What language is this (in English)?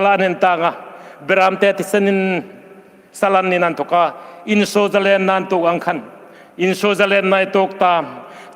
Hmar